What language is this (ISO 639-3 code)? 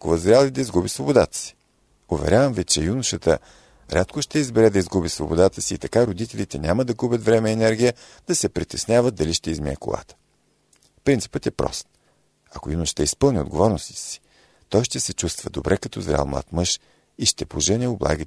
bul